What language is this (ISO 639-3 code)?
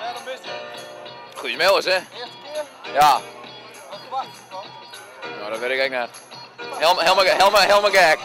fry